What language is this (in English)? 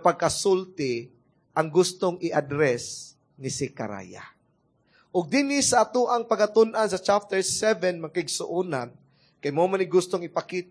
Cebuano